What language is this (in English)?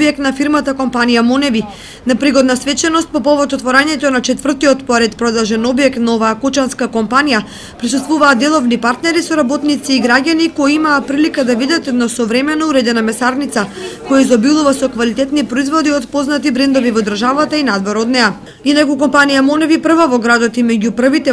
Macedonian